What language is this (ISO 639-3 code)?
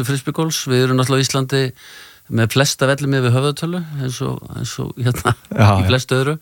isl